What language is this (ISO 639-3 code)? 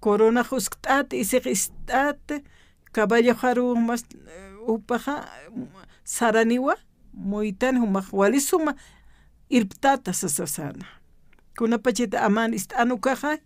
aym